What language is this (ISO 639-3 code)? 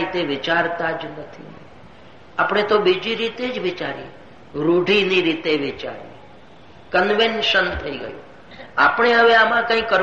guj